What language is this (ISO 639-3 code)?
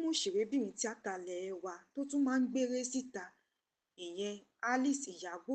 yor